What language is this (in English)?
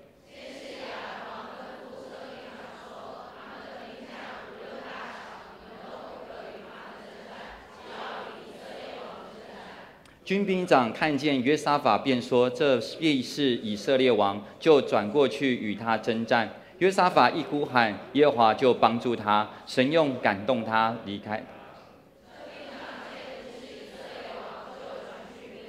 Chinese